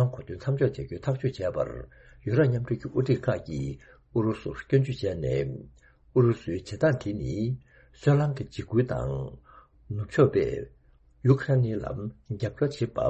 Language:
Tibetan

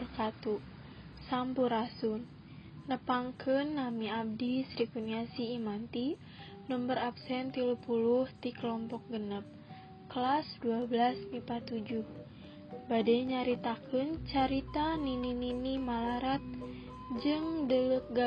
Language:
Sundanese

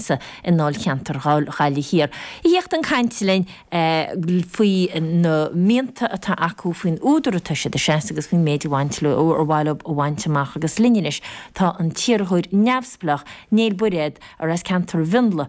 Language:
Irish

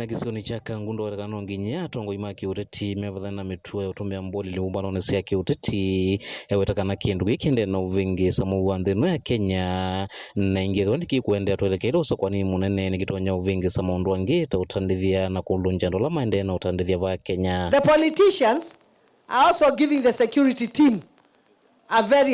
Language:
Kamba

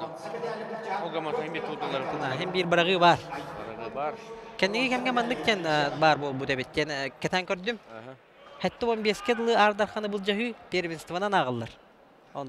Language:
Yakut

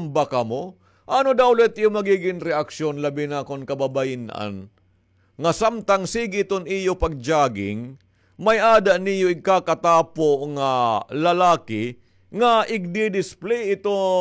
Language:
Waray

